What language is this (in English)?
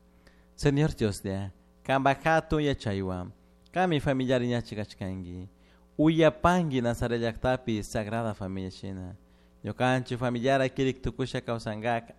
Chimborazo Highland Quichua